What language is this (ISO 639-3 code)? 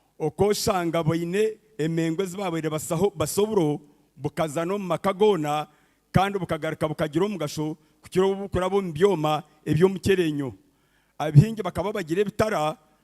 nyn